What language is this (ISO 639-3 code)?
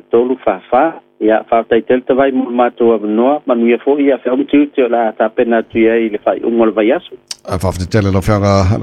smo